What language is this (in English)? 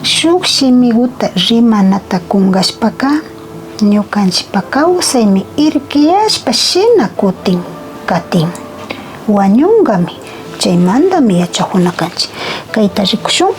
Imbabura Highland Quichua